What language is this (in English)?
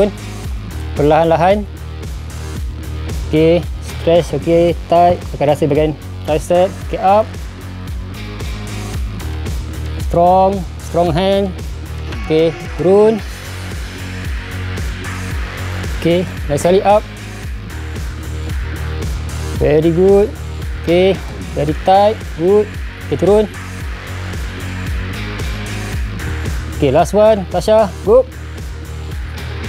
Malay